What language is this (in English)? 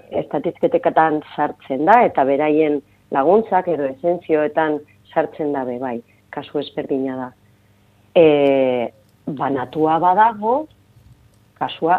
Basque